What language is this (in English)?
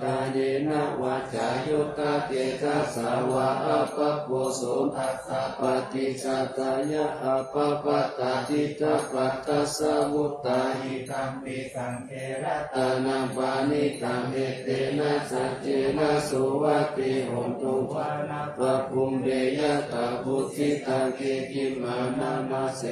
Pali